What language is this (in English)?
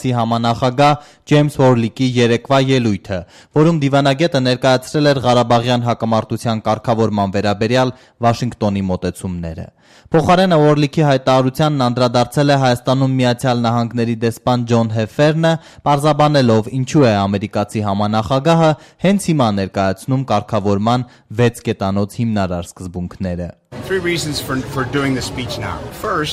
Armenian